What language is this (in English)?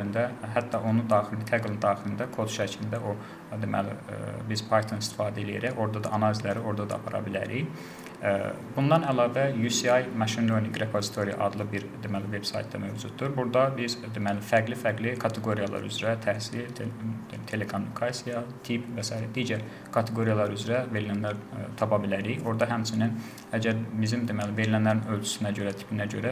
Azerbaijani